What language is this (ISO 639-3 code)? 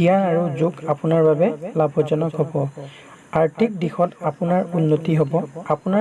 asm